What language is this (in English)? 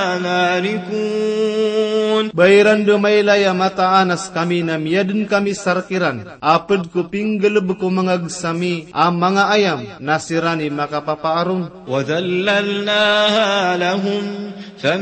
Maranao